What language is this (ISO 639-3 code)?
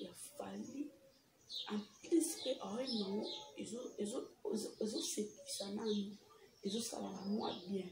lin